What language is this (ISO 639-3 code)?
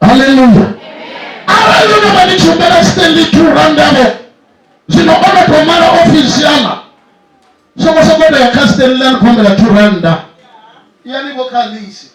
ven